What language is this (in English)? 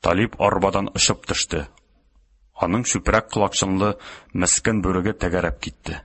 Tatar